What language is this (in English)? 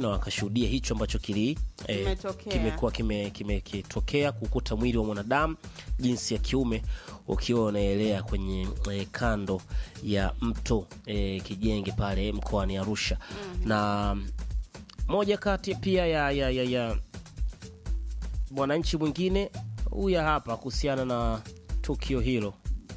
Swahili